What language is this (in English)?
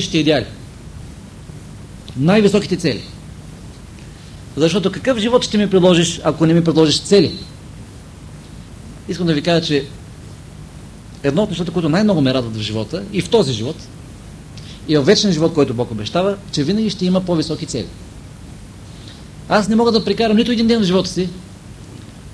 Bulgarian